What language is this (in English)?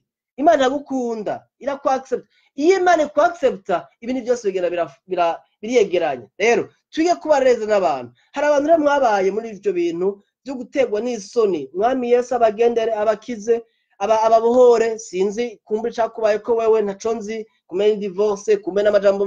Rundi